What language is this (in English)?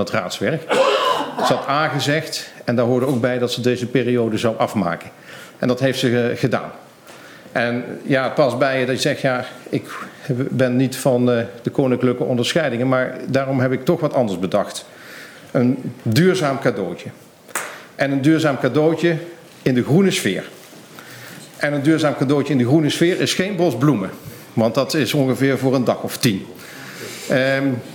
Dutch